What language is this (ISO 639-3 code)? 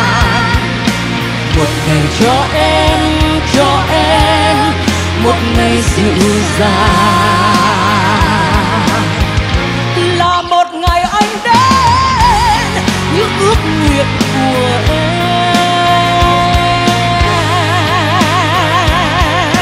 vie